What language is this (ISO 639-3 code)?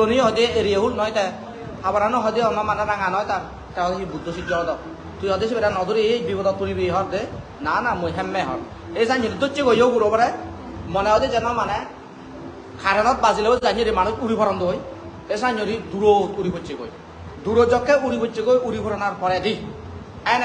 ccp